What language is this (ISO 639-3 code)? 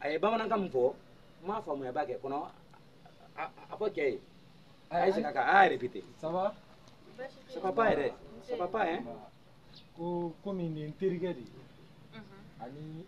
bam